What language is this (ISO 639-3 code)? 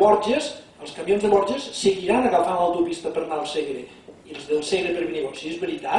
cat